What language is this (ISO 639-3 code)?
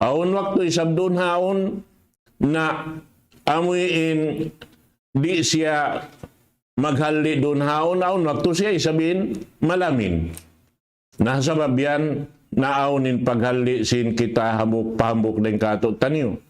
tsg